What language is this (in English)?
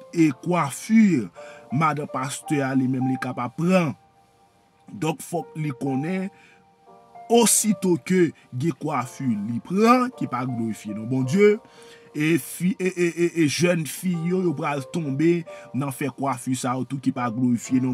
Haitian Creole